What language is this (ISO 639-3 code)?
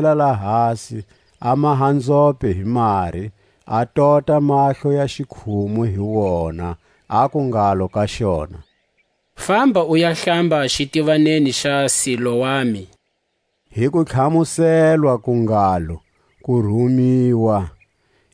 tsc